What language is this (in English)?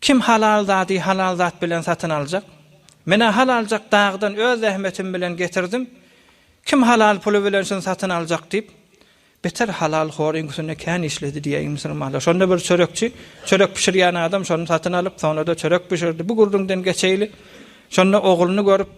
Turkmen